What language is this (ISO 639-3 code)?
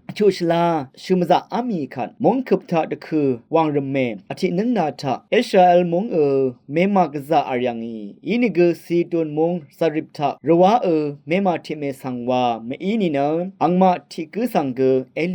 raw